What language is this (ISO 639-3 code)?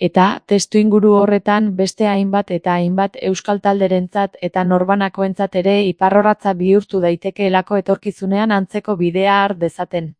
eus